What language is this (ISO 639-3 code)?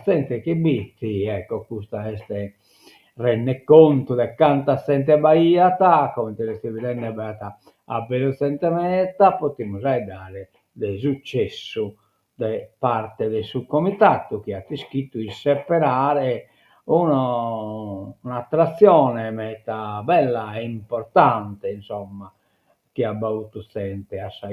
srd